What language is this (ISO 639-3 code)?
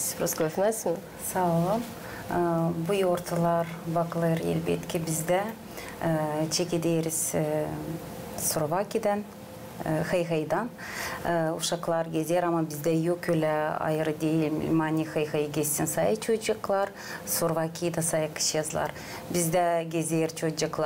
gag